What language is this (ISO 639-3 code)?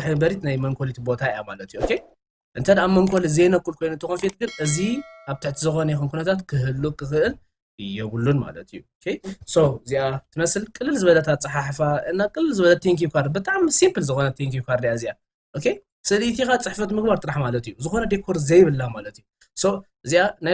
tir